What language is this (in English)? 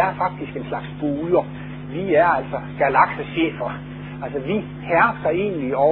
Danish